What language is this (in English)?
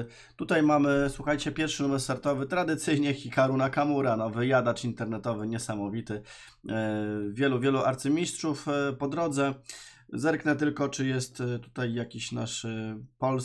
Polish